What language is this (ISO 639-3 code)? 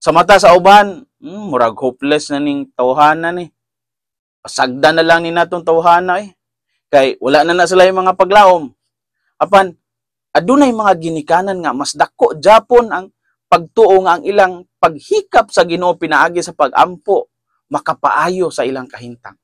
ceb